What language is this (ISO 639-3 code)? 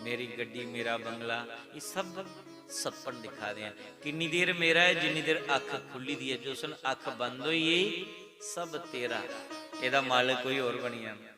doi